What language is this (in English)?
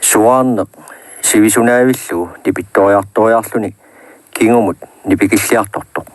Kalaallisut